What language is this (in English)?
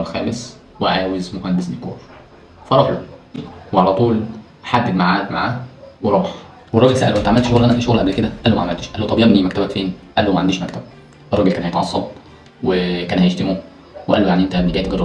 Egyptian Arabic